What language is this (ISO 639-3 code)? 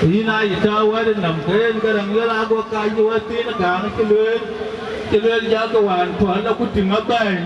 din